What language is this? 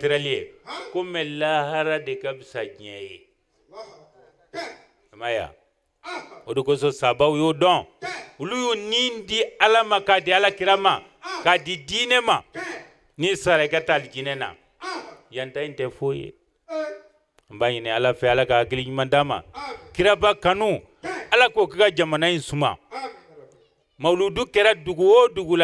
Bambara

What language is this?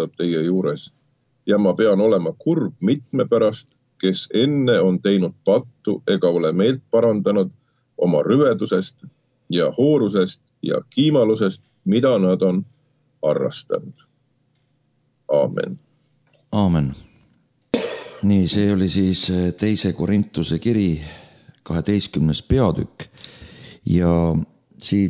Estonian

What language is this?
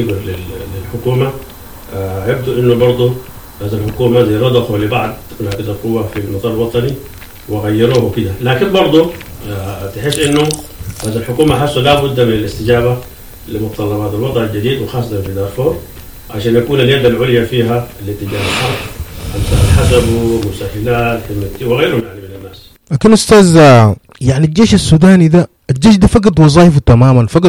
Sudanese Arabic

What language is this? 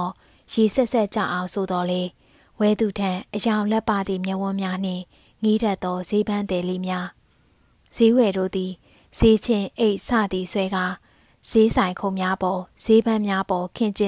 Burmese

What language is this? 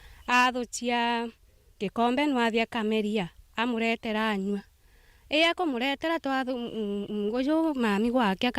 Meru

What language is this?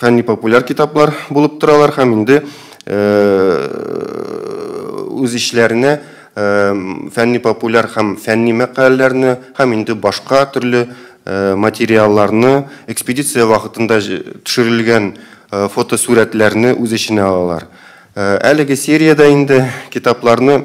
Tatar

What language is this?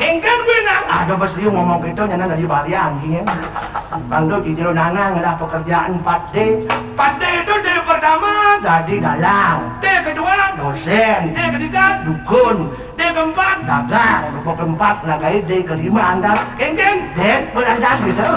Balinese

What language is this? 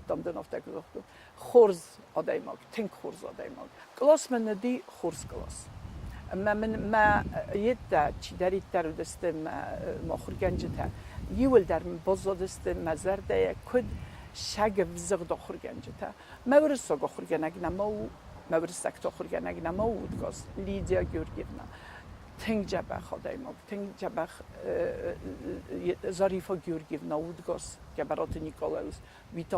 Ossetic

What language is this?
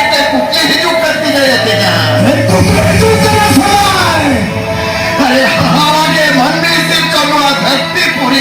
Santali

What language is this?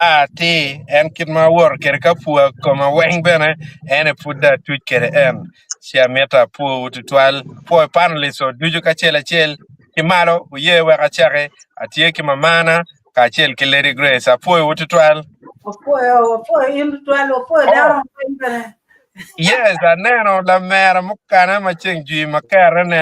Acoli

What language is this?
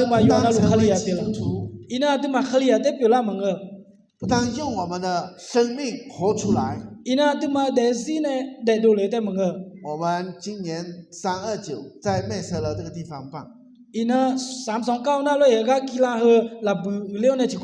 Akha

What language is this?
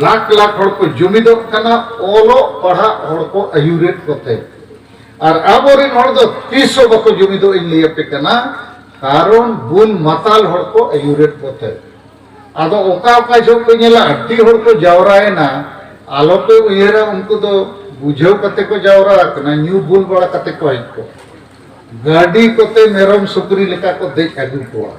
Santali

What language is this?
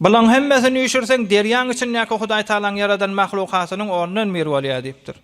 Turkmen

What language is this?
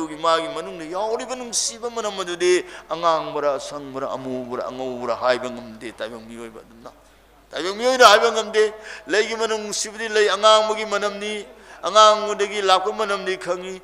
Manipuri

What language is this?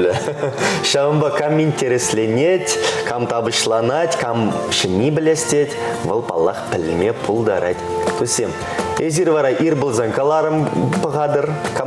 Chuvash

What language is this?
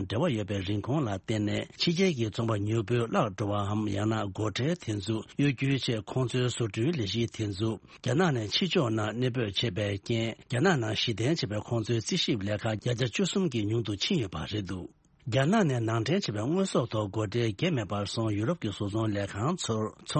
Tibetan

